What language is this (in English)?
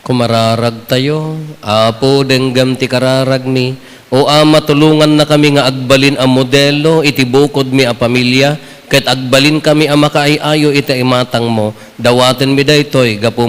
Iloko